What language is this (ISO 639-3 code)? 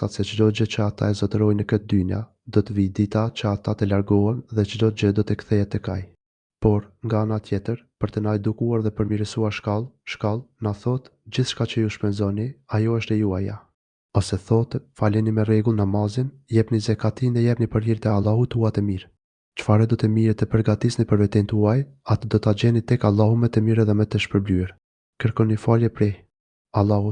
sqi